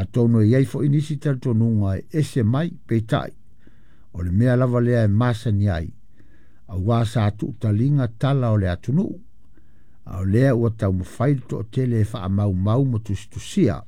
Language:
Samoan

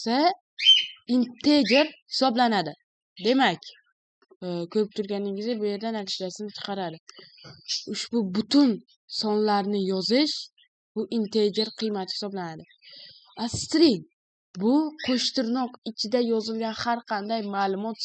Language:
Uzbek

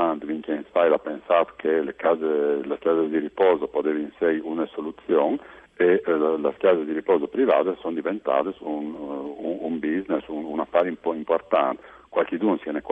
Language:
Friulian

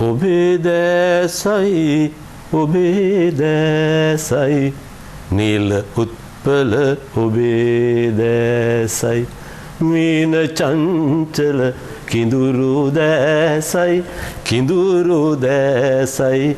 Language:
Sinhala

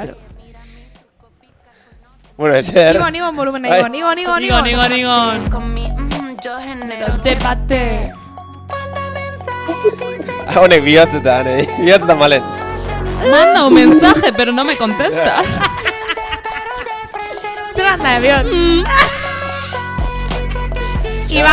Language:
Basque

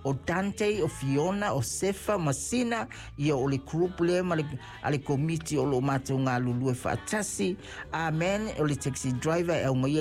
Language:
Samoan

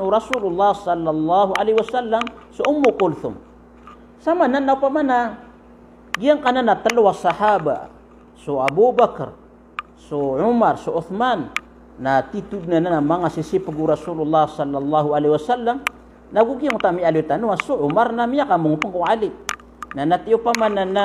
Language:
Maranao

